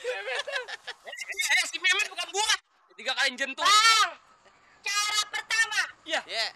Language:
Betawi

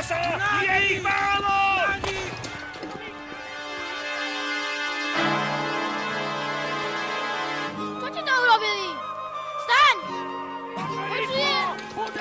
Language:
Slovak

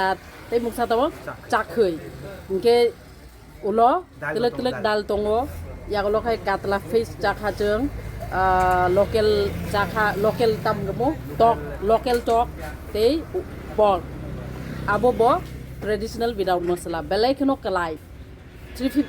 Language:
Kok Borok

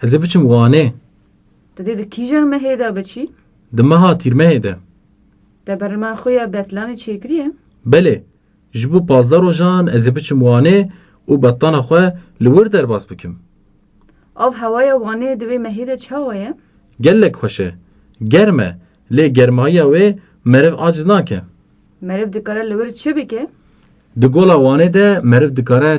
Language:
Kurdish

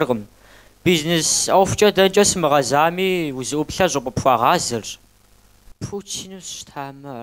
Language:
Kabardian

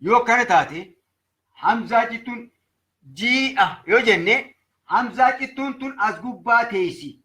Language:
Oromo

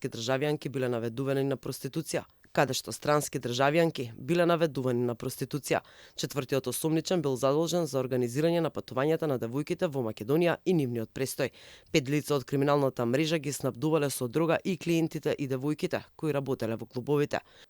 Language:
Macedonian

